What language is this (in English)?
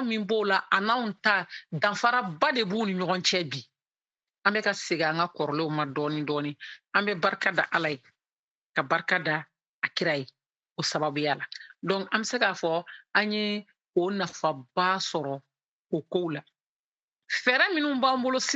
Bambara